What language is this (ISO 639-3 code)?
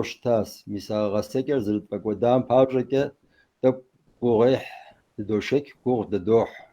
kbd